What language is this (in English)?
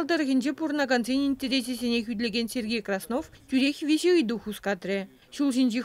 Chuvash